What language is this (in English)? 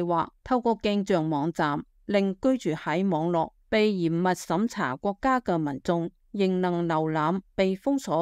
Cantonese